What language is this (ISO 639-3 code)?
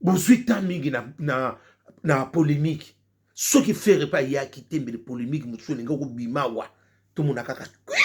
lin